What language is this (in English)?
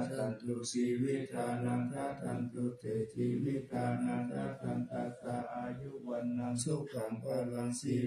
Pali